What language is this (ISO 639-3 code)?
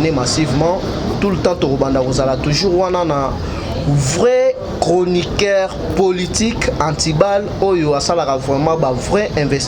lin